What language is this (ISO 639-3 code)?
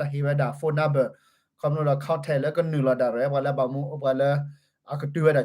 ksw